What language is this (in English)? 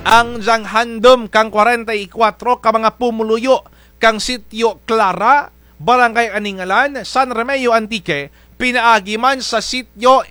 Kinaray-a